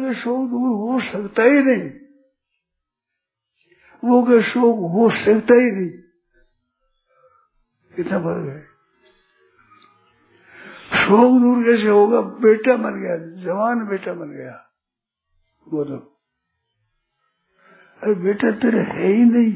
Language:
Hindi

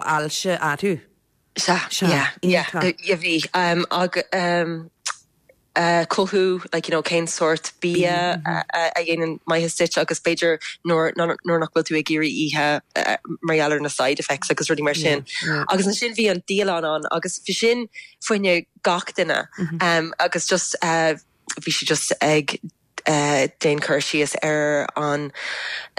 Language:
Irish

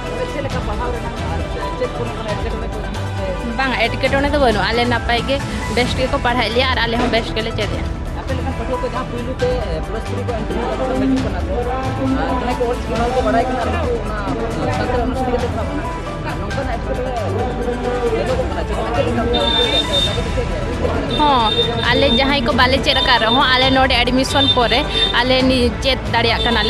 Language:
Santali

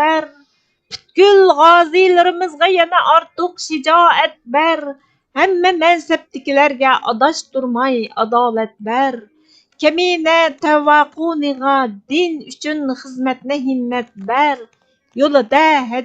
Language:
Uyghur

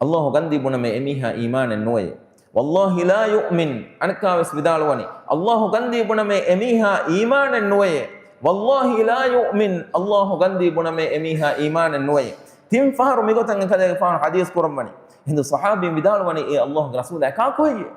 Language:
Divehi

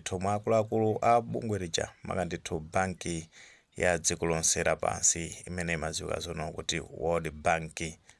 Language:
Nyanja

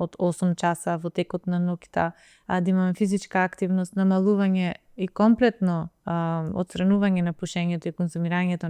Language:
Macedonian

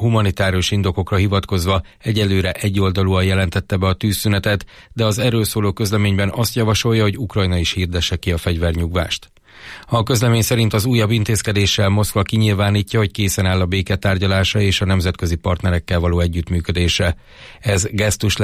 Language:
Hungarian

